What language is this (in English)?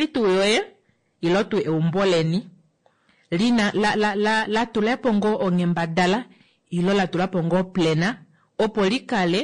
Kuanyama